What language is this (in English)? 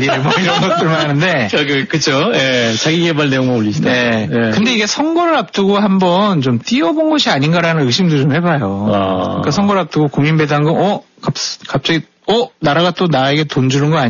Korean